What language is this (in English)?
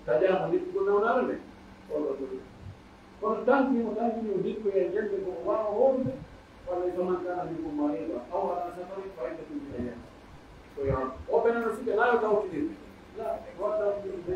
Pular